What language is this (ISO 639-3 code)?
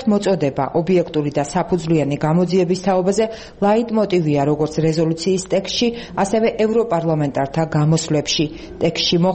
kat